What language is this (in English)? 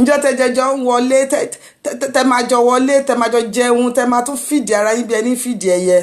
Yoruba